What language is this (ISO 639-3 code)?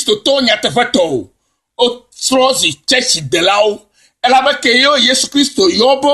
ewe